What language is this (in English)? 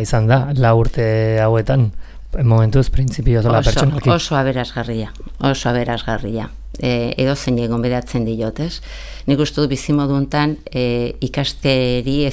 Basque